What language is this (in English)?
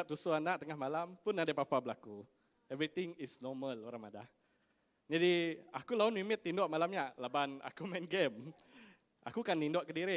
Iban